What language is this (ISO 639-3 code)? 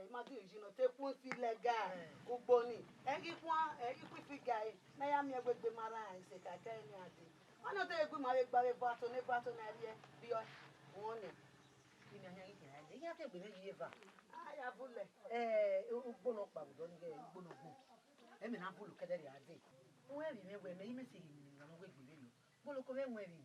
bin